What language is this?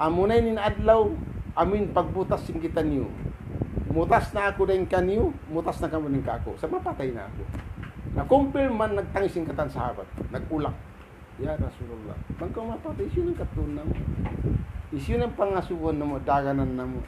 Tausug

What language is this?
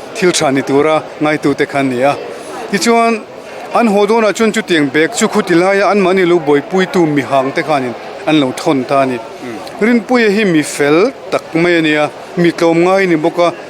Mizo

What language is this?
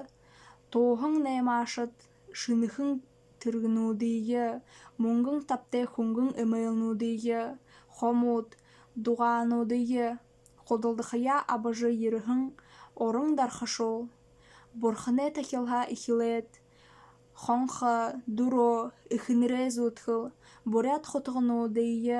Buriat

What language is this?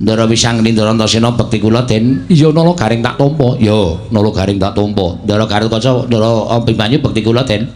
Javanese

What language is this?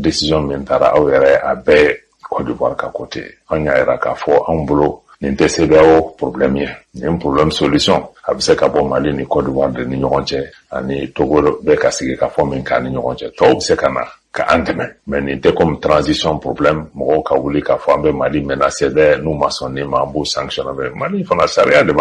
Bambara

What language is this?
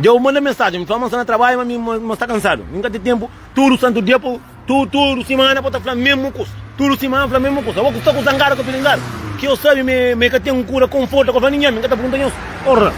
Kabuverdianu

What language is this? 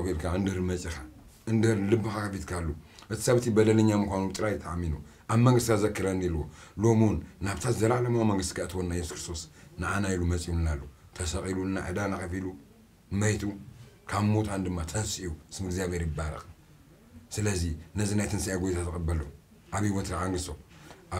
Tigrinya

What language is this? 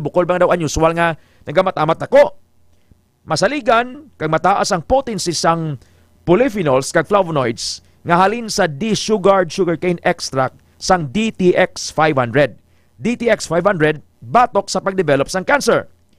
Hiligaynon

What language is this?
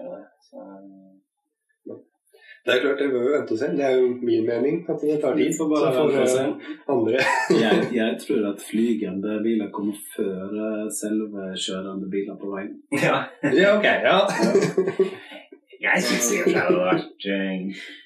Norwegian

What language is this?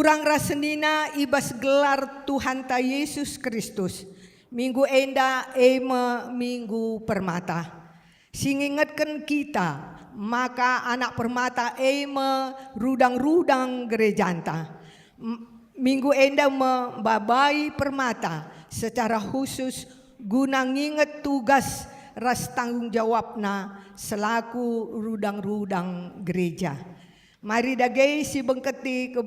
Batak Karo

